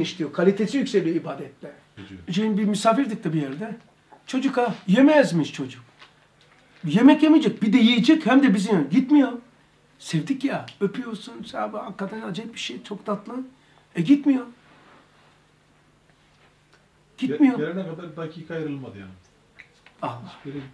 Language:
Turkish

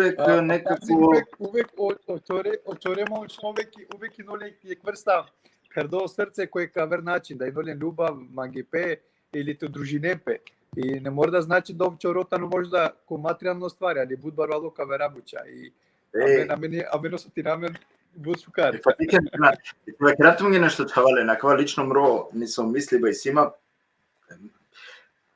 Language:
Balkan Romani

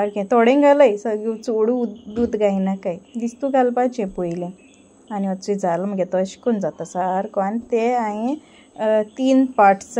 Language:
Konkani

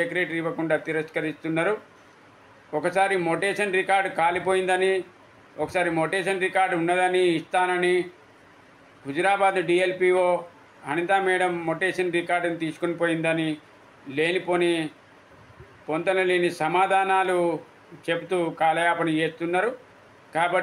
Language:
Telugu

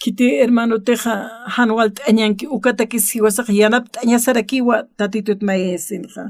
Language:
Aymara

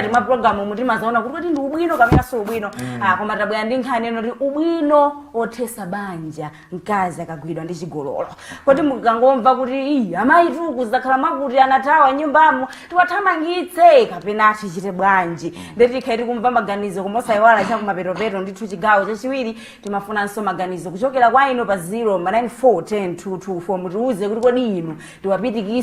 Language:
Nyanja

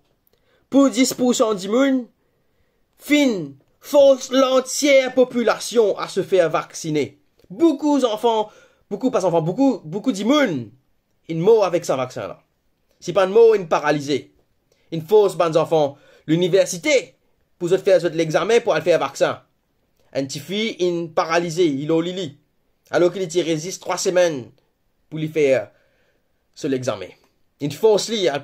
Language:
Morisyen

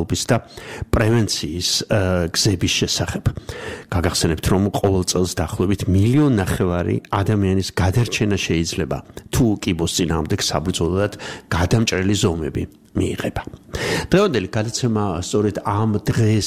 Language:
Georgian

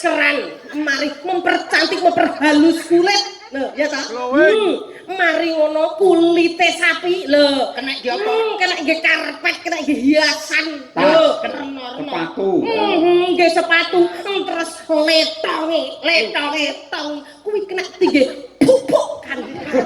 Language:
Javanese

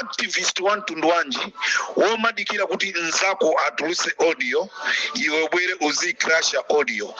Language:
Nyanja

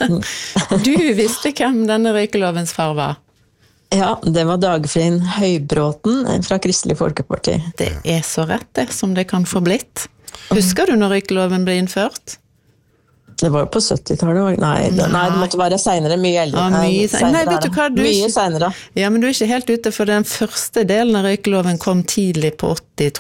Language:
Norwegian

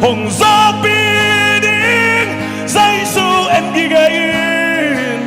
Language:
Tedim Chin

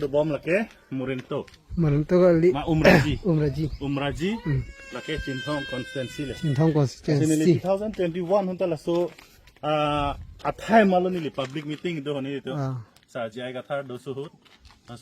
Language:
Karbi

